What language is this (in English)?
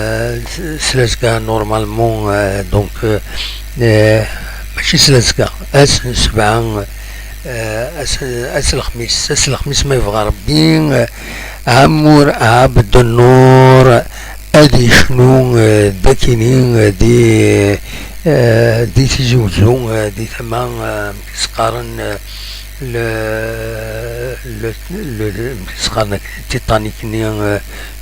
Kabyle